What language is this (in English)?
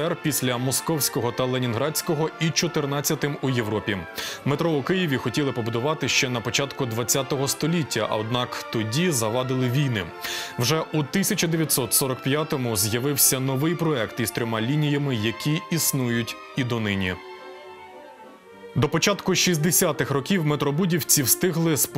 Ukrainian